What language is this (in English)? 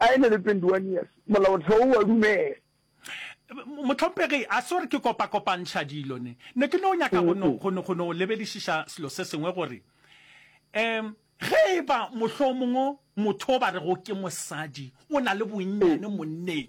Northern Sotho